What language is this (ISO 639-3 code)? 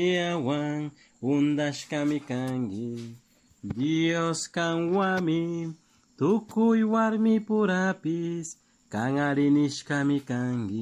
qug